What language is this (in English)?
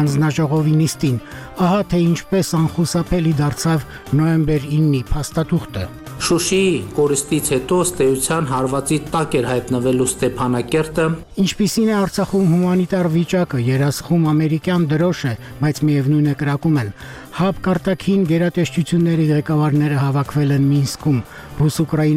Armenian